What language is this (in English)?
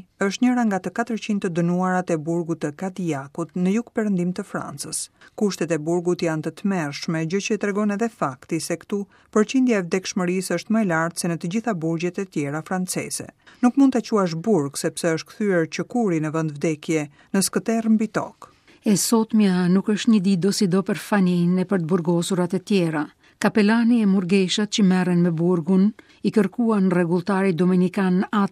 Albanian